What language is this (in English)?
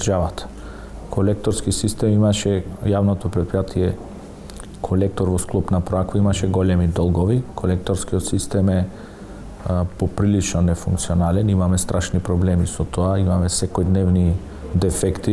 Macedonian